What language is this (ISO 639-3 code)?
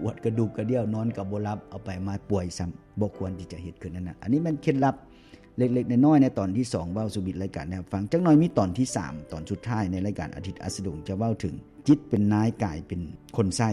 lao